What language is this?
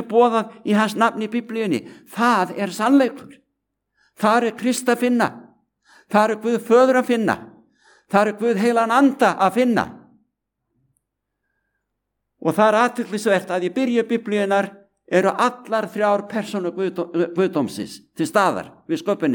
Icelandic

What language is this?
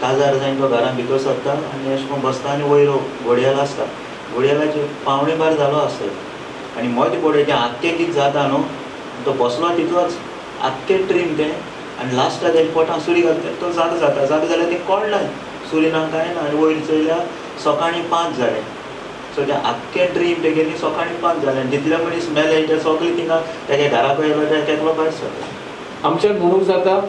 Konkani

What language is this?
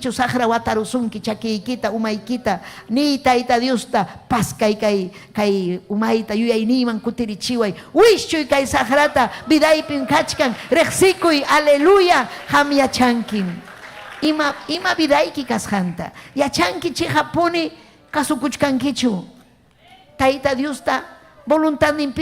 Ayacucho Quechua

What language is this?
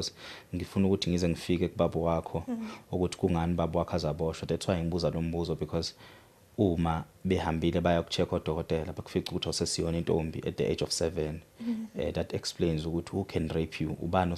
Zulu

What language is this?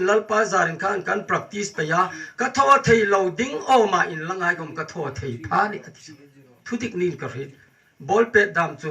Hmar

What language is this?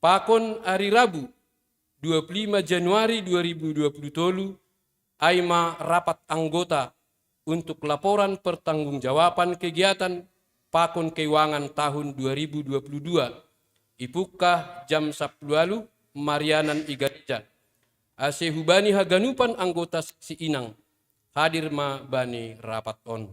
Batak Simalungun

